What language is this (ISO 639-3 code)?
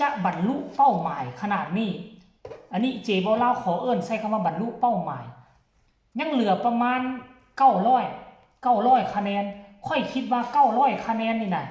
lao